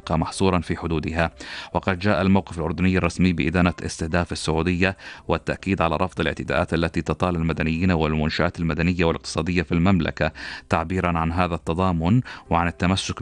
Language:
Arabic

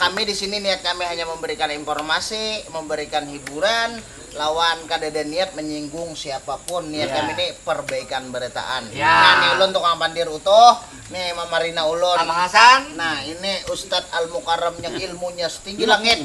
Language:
Banjar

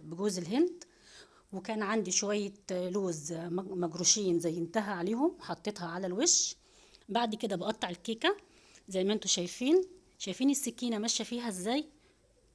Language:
Egyptian Arabic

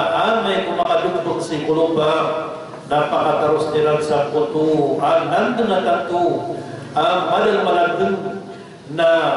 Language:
Maranao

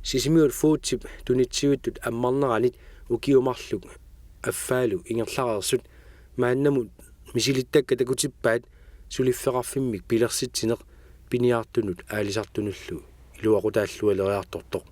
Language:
Kalaallisut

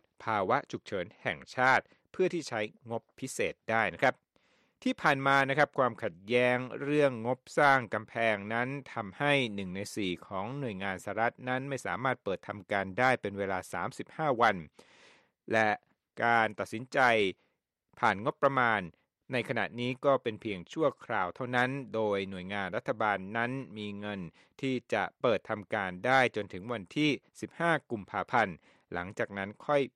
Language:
Thai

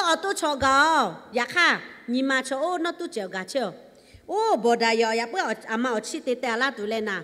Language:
Lahu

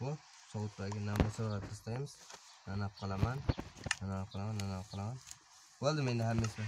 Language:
Kara-Kalpak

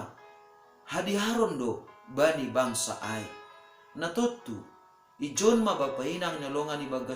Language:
Batak Simalungun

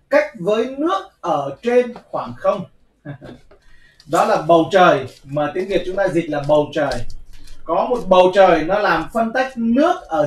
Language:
Vietnamese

